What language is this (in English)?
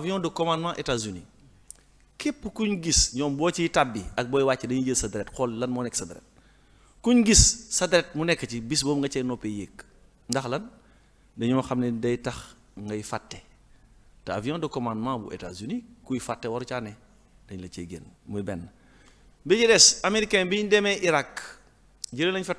Wolof